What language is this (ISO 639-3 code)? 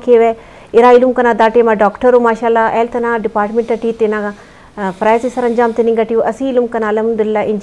bgp